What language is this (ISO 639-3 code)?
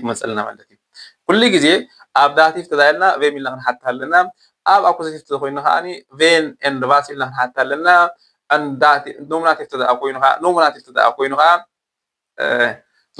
tir